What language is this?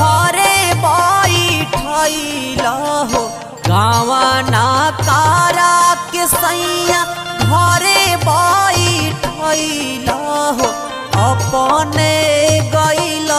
Bhojpuri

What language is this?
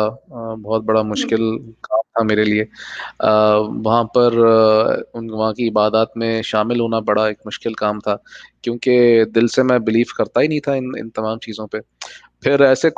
Urdu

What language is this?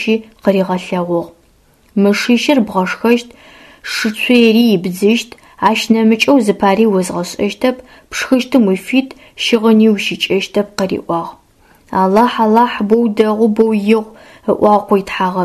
Adyghe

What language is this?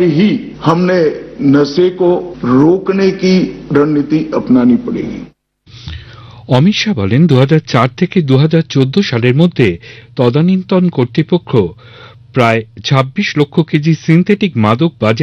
Bangla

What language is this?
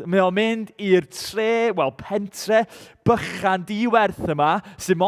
Welsh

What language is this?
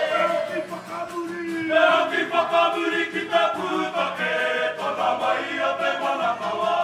Māori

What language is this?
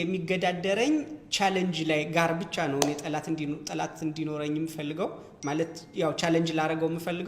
Amharic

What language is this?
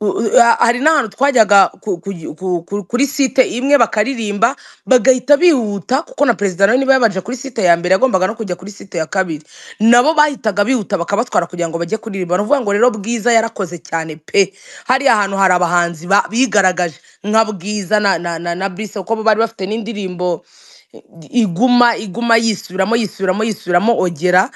Kinyarwanda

